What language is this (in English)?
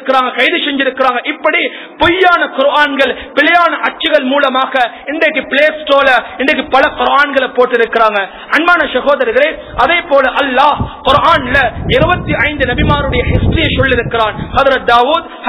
Tamil